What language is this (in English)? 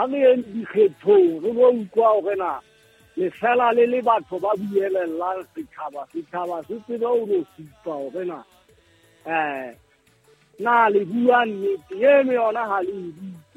Southern Sotho